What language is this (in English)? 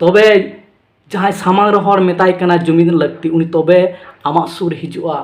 Santali